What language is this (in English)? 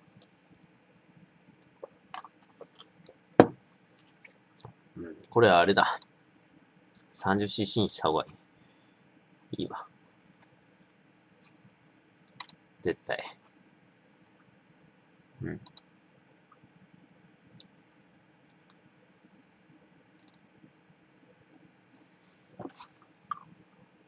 Japanese